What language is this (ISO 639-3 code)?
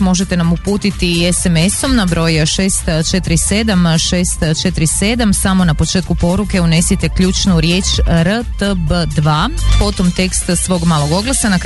hrv